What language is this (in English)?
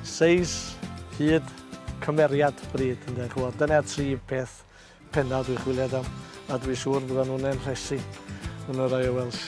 Welsh